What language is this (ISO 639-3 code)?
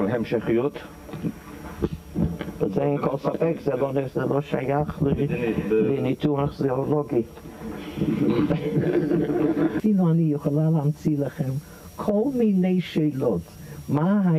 heb